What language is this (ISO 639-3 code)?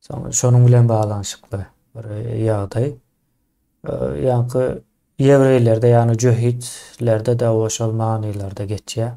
tuk